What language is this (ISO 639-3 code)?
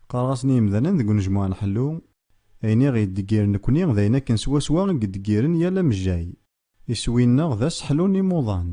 kab